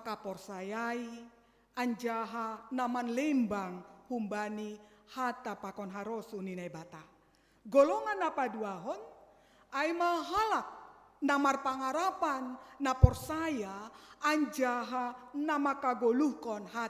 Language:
Batak Simalungun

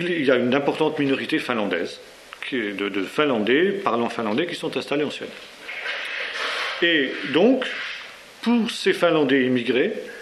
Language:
French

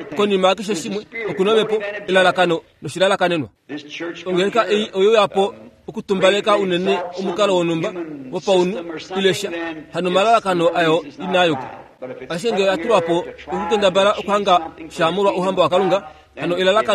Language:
Kuanyama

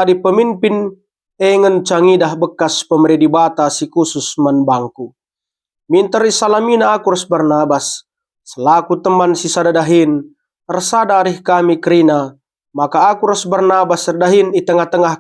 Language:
Batak Karo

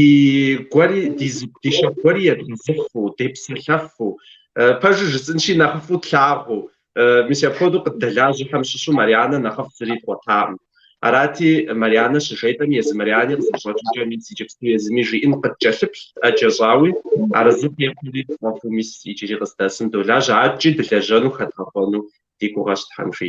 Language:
Kabardian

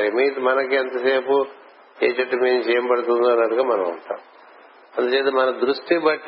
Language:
Telugu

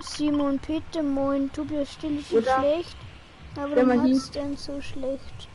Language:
Bavarian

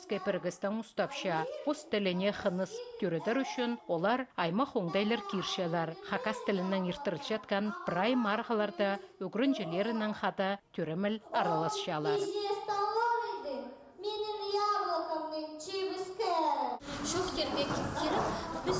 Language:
Khakas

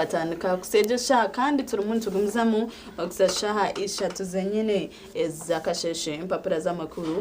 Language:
Nyankole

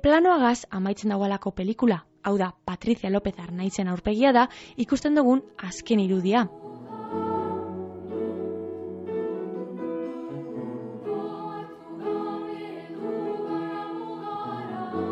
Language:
Basque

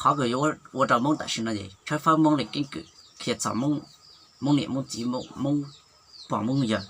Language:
Hmong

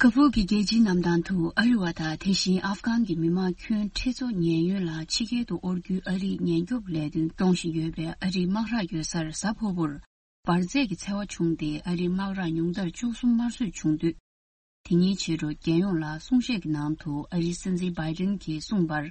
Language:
Tibetan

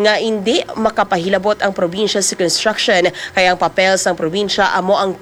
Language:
Hiligaynon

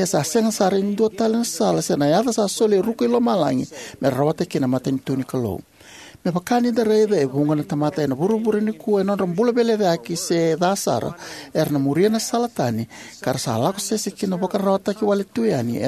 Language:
Fijian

